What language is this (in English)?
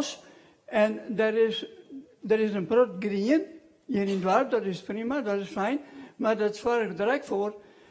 Western Frisian